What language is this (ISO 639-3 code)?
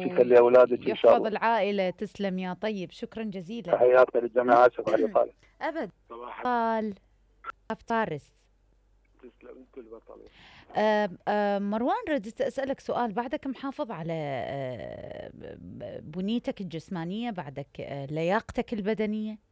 acm